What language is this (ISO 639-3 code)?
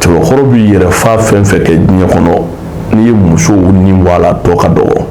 bam